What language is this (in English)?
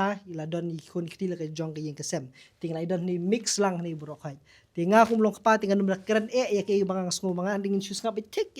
Khasi